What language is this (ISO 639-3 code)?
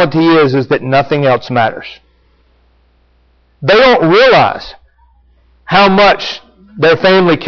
eng